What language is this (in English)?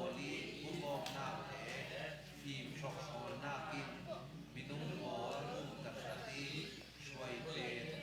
Falam Chin